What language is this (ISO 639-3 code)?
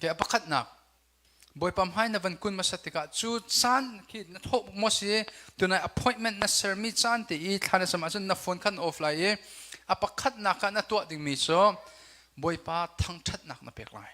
cnh